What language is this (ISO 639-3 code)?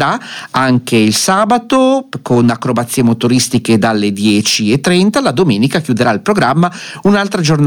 ita